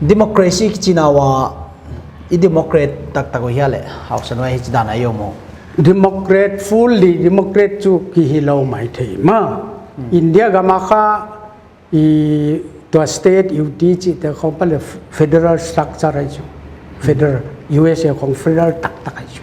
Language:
Paite Chin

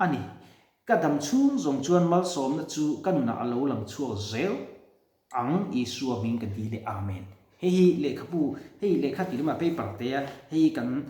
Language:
Mizo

